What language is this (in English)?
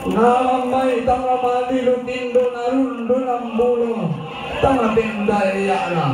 Toraja-Sa'dan